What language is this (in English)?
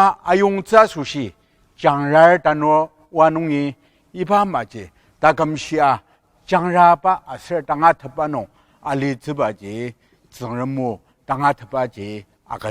Ao Naga